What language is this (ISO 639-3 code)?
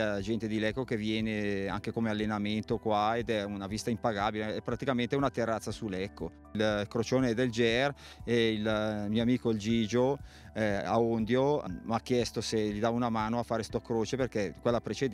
ita